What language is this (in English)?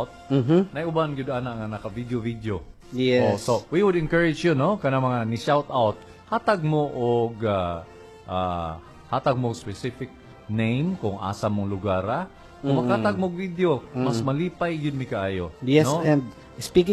Cebuano